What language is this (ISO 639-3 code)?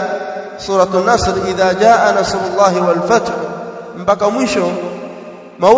swa